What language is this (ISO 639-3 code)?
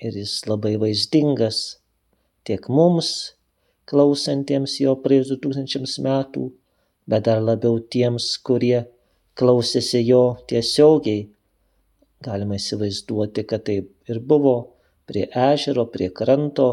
lit